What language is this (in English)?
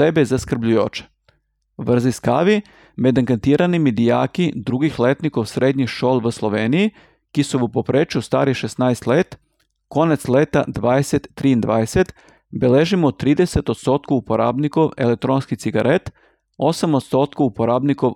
Slovenian